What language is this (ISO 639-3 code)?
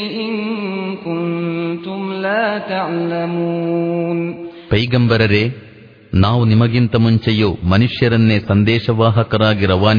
kan